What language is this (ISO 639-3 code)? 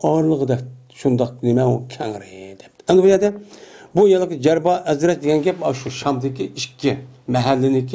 uig